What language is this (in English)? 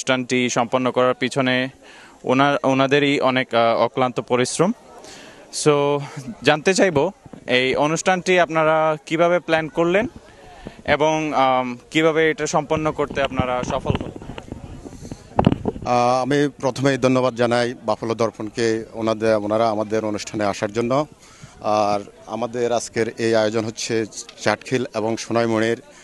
Bangla